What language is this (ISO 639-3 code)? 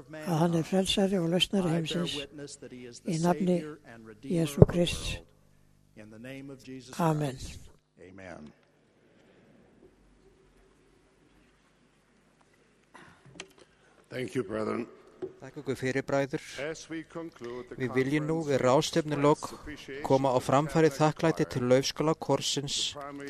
isl